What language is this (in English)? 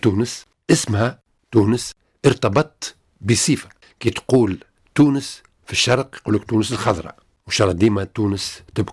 Tunisian Arabic